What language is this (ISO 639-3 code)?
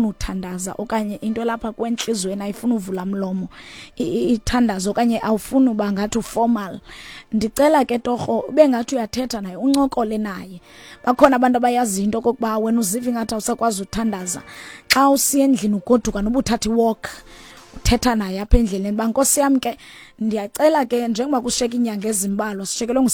xho